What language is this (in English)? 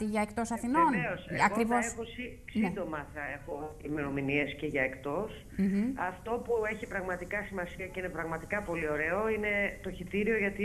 Greek